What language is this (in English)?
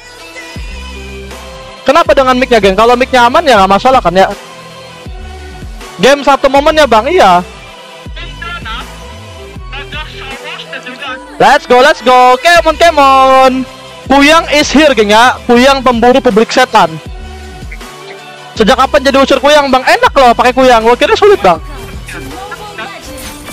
Indonesian